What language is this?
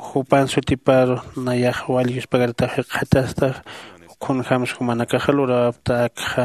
Aymara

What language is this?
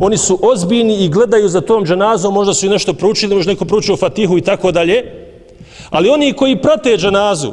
Bosnian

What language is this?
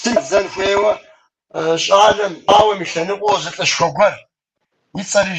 Kabardian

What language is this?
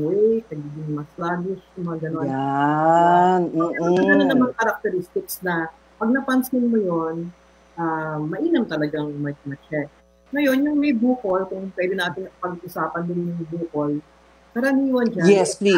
Filipino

